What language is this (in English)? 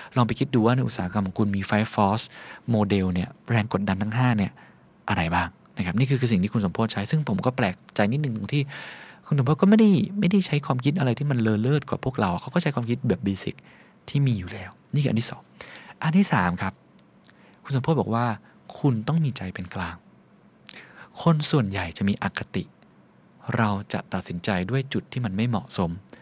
Thai